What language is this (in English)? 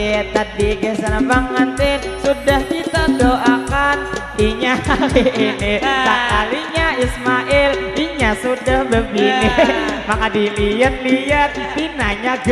Banjar